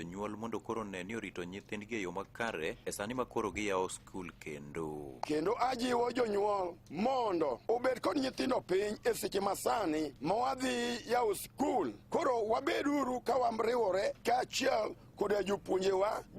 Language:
Luo (Kenya and Tanzania)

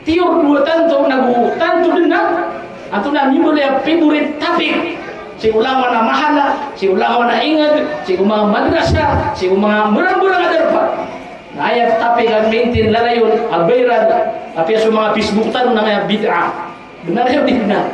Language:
Maranao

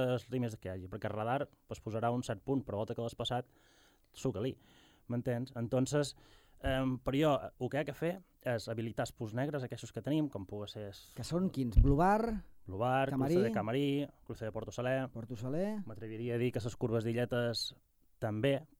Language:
Catalan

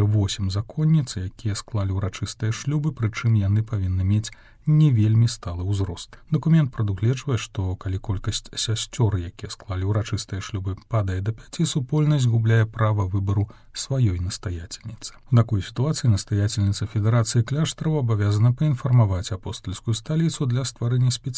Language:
Belarusian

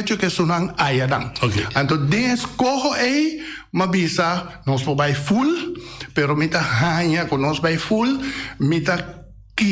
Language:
Papiamento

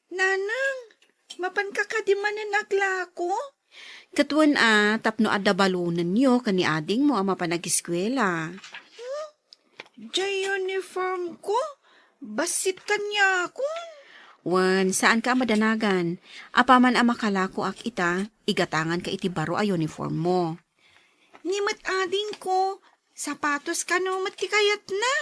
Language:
Iloko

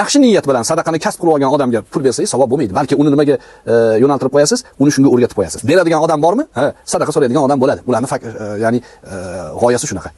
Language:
Uzbek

